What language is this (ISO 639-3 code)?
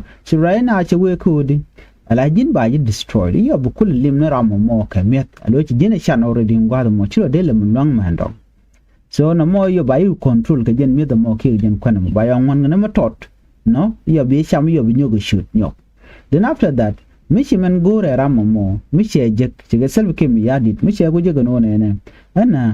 nus